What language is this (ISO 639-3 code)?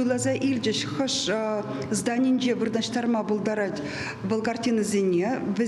chv